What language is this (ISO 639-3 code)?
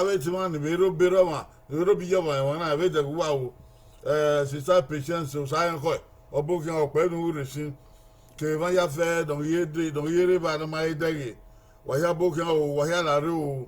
bin